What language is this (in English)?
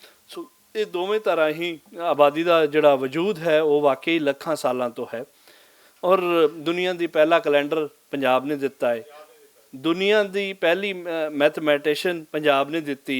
Western Panjabi